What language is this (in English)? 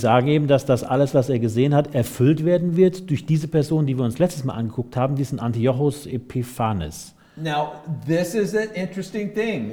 German